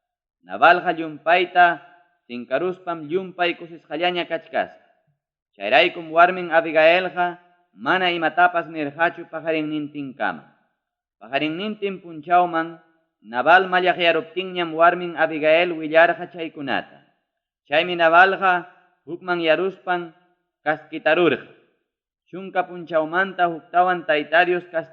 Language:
Ayacucho Quechua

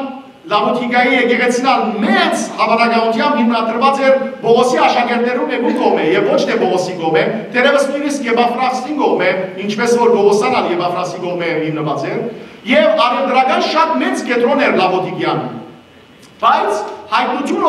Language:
Western Armenian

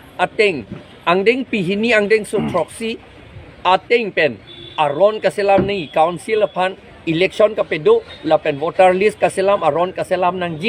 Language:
Karbi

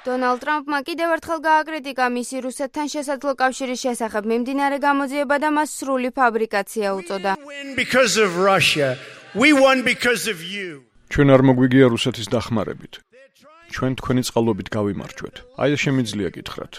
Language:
Georgian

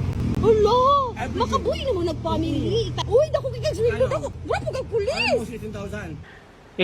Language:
Hiligaynon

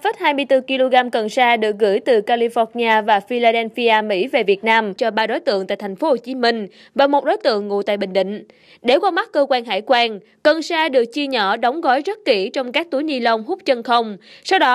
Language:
Vietnamese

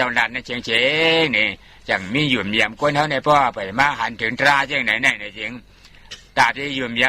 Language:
Shan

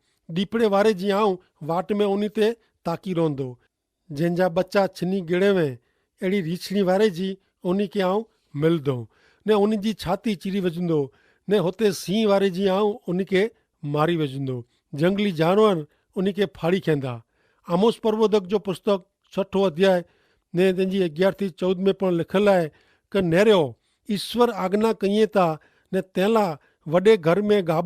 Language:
Kachhi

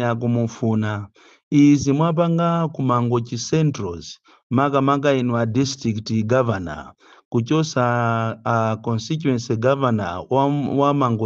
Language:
Nyanja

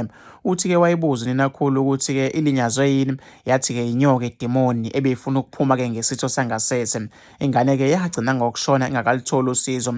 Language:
Zulu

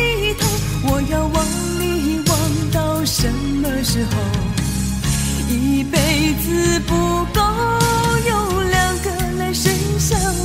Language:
Chinese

